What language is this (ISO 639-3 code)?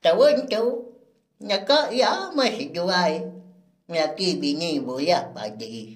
iba